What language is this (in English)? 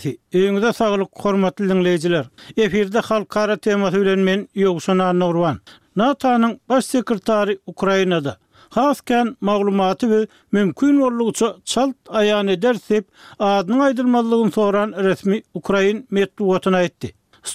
Turkmen